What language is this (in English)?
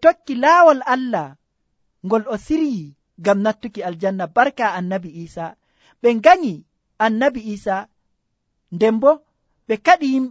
Nigerian Fulfulde